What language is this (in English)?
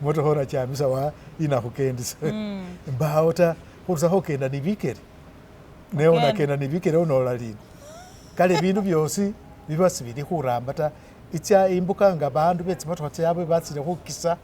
Masaaba